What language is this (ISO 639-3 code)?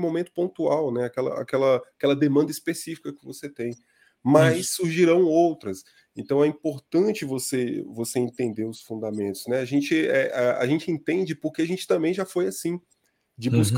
por